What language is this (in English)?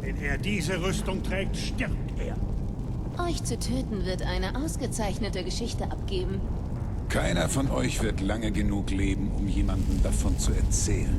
Bavarian